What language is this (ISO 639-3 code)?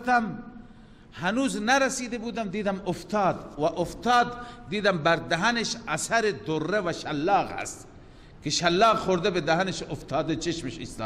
fas